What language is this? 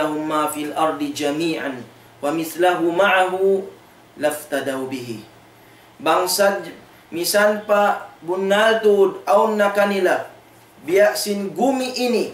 Tausug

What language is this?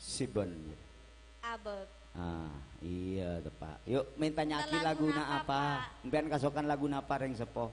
Madurese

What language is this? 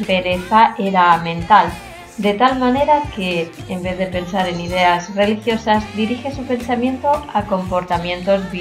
Spanish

